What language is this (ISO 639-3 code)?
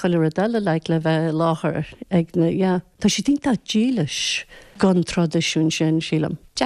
gle